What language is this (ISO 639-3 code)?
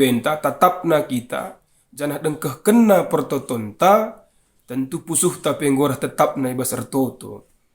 btx